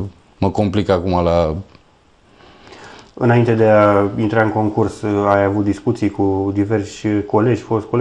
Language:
Romanian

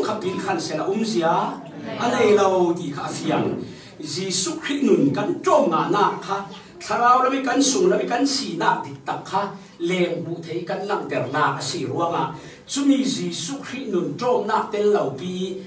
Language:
Falam Chin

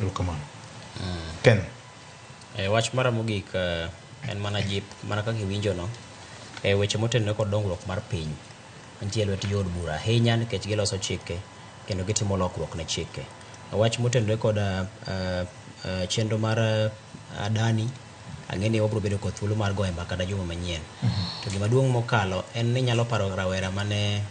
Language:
Luo (Kenya and Tanzania)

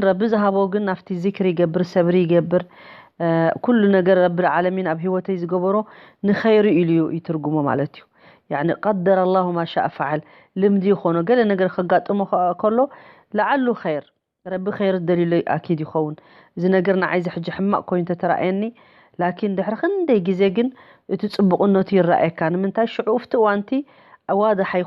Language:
Tigrinya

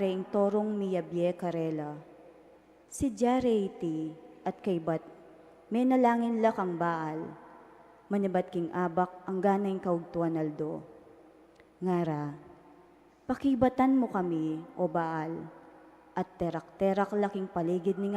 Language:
Pampanga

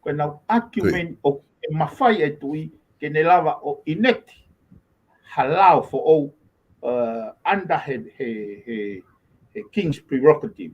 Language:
Tongan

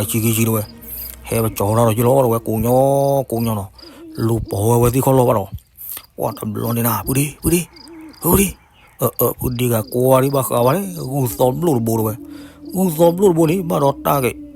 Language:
S'gaw Karen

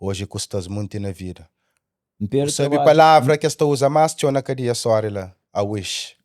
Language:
Kabuverdianu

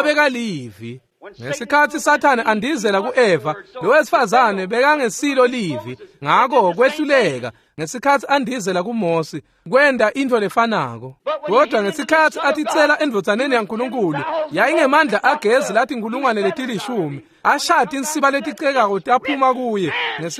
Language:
Swati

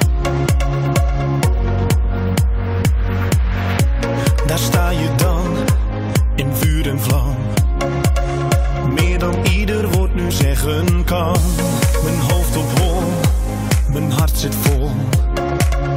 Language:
Dutch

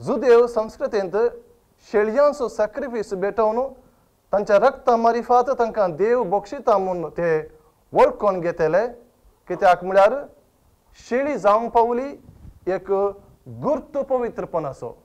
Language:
Konkani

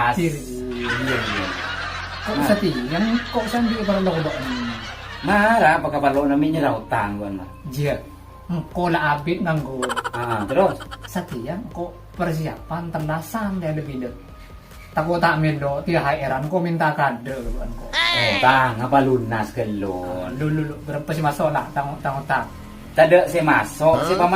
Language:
Madurese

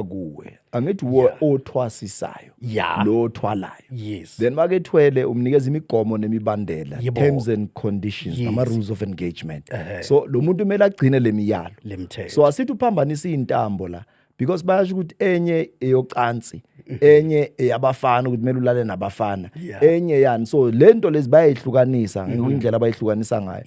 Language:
Zulu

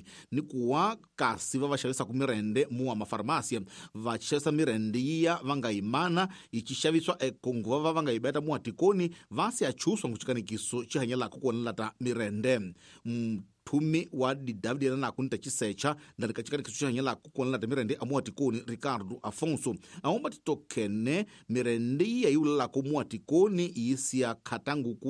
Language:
Tsonga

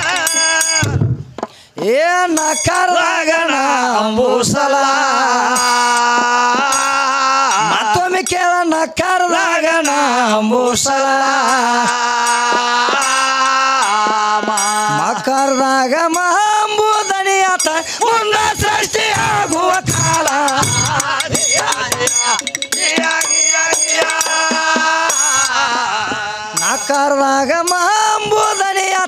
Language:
Kannada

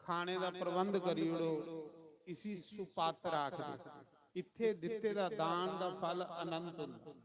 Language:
Dogri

